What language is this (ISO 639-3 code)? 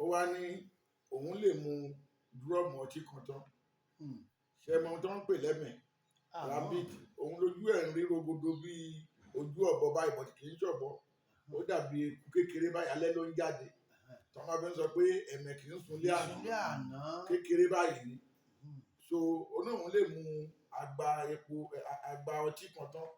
yor